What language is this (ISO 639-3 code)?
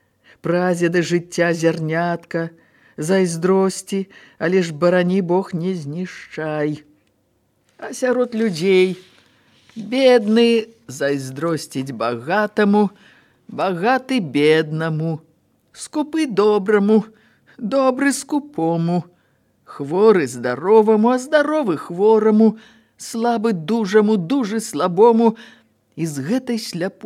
bel